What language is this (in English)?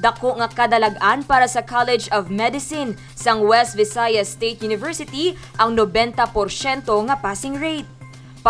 Hiligaynon